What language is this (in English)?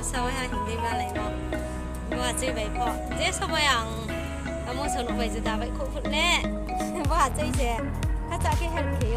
Riang (India)